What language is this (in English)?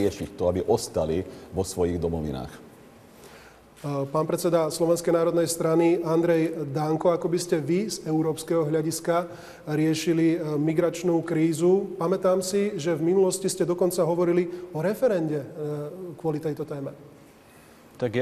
Slovak